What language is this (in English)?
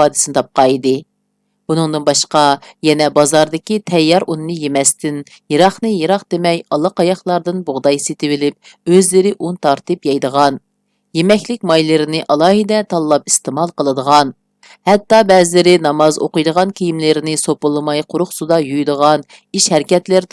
Uyghur